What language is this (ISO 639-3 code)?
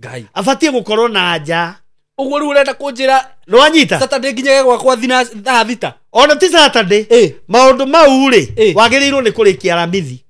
kik